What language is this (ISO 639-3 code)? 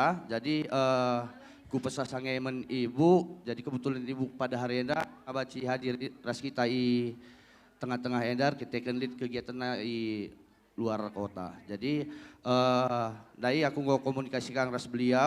btx